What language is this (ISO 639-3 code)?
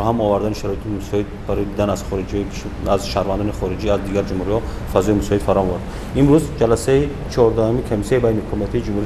tgk